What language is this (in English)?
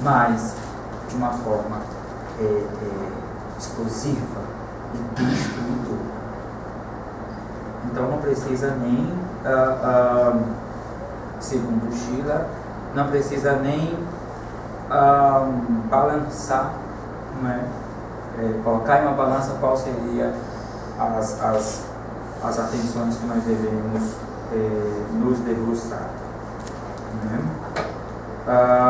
Portuguese